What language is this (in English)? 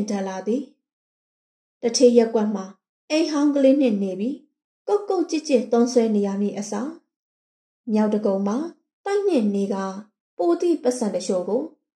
Burmese